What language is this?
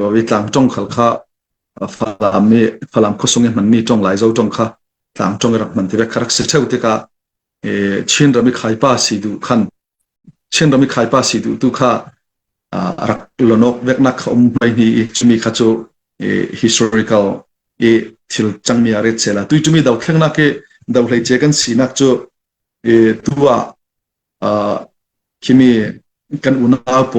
Falam Chin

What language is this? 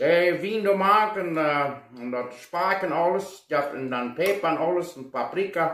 Plautdietsch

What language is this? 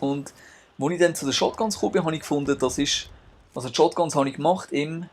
Swiss German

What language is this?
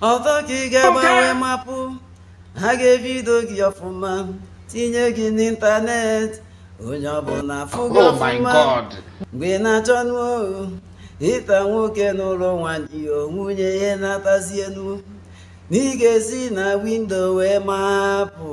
Igbo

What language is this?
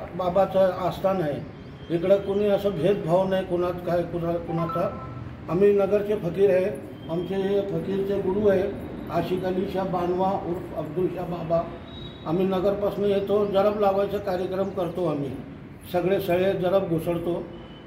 Marathi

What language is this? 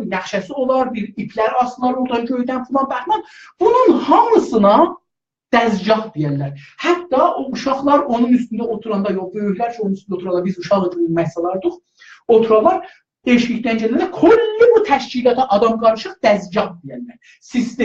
South Azerbaijani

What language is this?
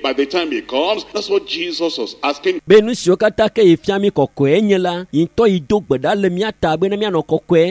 Ewe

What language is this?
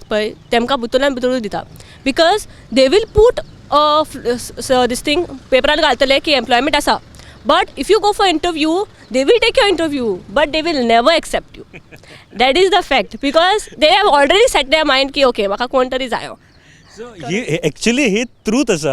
Konkani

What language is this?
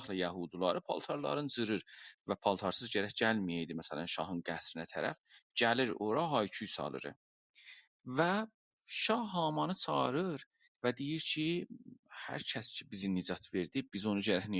South Azerbaijani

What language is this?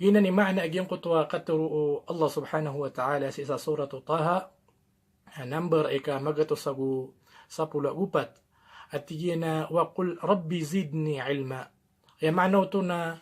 Maranao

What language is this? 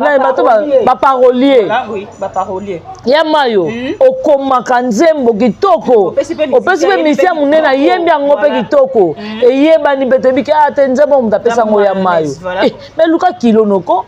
Lingala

